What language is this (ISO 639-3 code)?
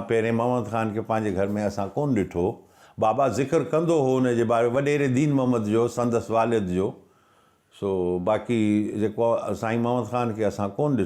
snd